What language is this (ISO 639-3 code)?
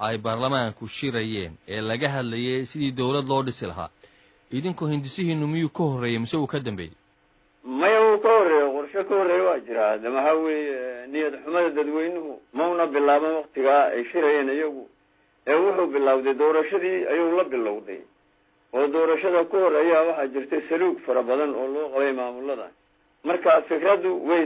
som